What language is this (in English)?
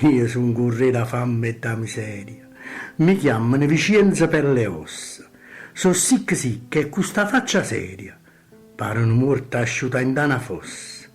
Neapolitan